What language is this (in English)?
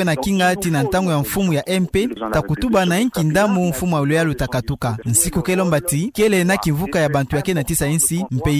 Kituba (Democratic Republic of Congo)